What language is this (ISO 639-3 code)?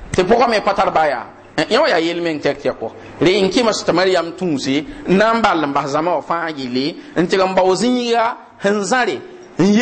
mos